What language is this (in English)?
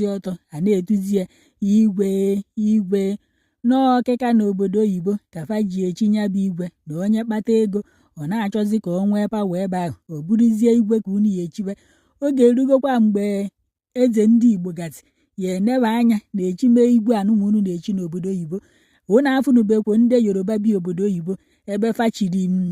Igbo